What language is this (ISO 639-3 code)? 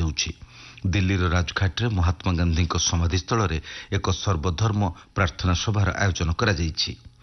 ori